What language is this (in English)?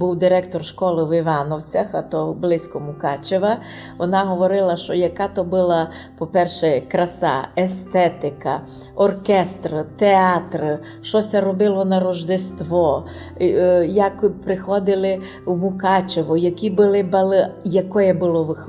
Rusyn